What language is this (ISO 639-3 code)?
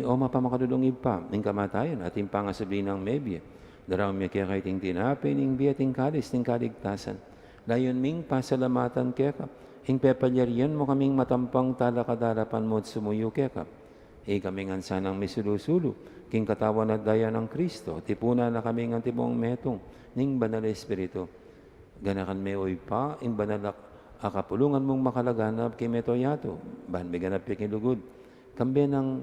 pam